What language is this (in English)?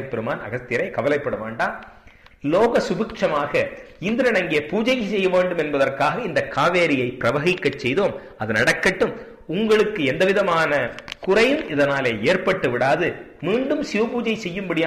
Tamil